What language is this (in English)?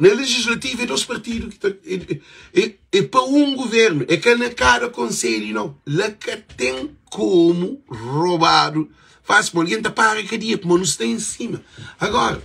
Kabuverdianu